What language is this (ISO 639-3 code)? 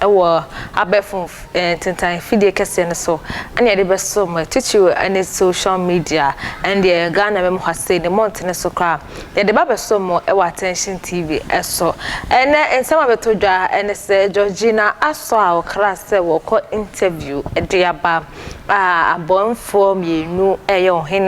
aka